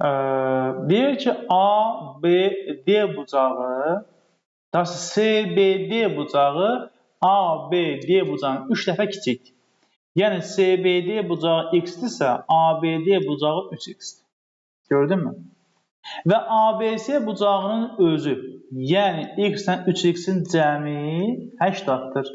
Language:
Azerbaijani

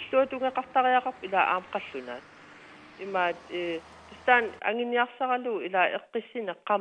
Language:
Kalaallisut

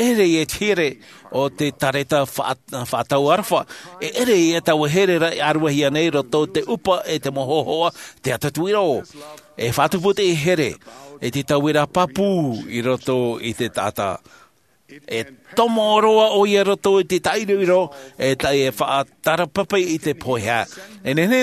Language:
Tahitian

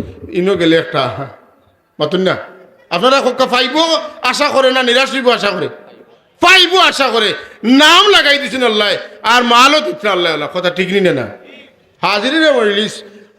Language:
Sylheti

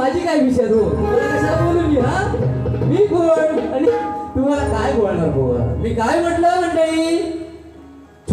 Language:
Marathi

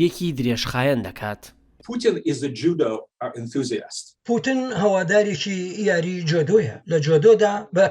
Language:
Central Kurdish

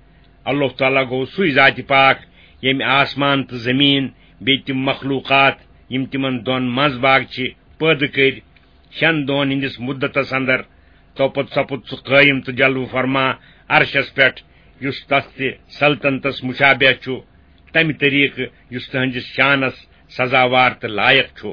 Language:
Kashmiri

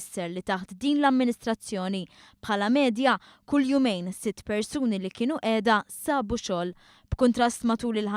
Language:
Maltese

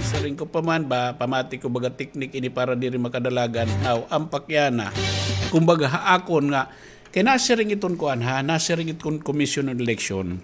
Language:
Waray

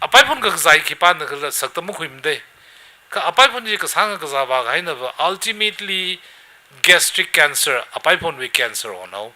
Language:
Tangkhul Naga (India)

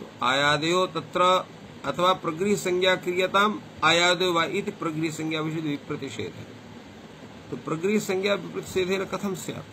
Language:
Sanskrit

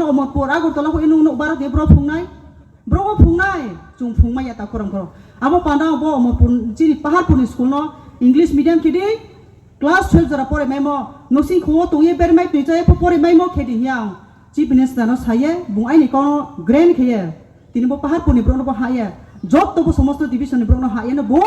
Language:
Riang (India)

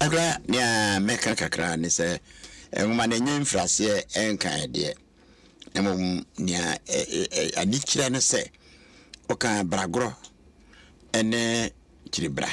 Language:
Akan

